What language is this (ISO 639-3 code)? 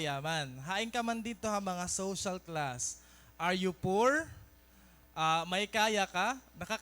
war